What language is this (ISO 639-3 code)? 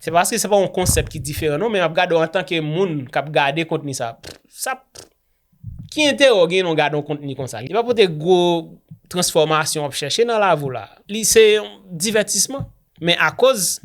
hat